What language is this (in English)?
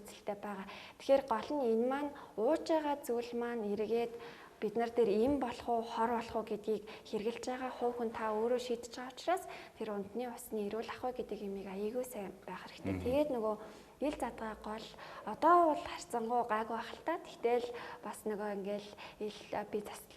Mongolian